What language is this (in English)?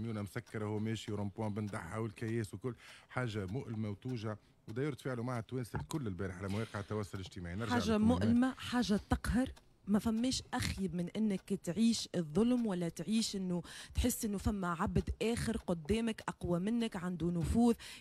Tunisian Arabic